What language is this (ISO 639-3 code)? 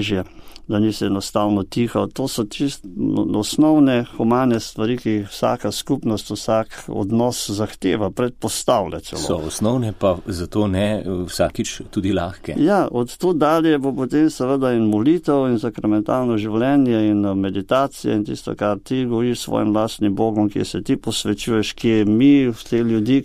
slv